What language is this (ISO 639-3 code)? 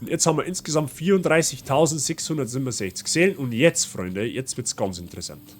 bar